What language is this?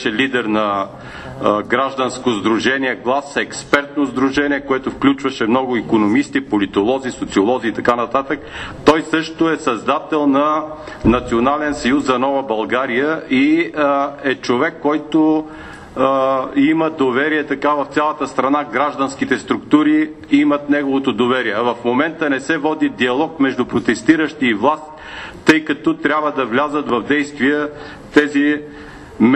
Bulgarian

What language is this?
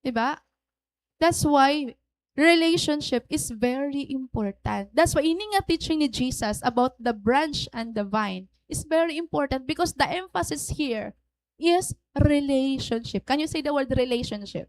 Waray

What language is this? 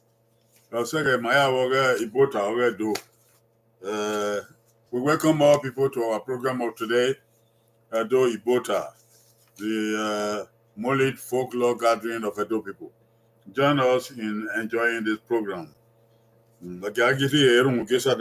Bini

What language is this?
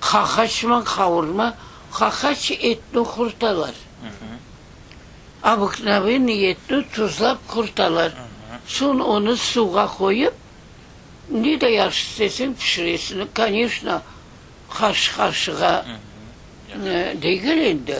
Crimean Tatar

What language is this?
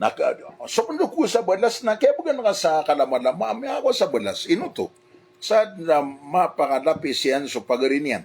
Maranao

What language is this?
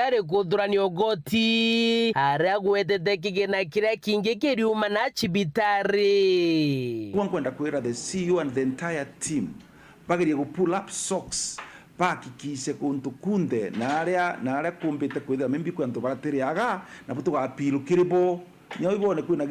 Meru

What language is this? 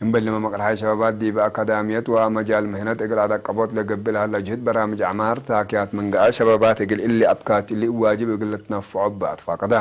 Tigre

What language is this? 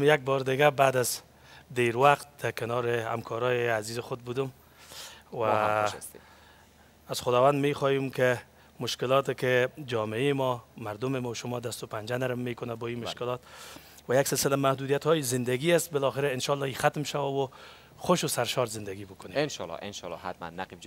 Persian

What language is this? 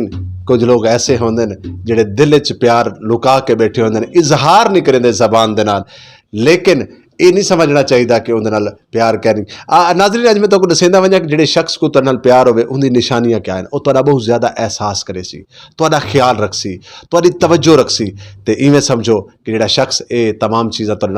Saraiki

